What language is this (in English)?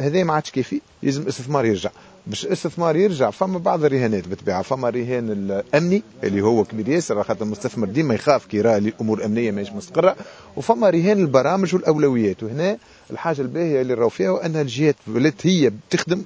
Tunisian Arabic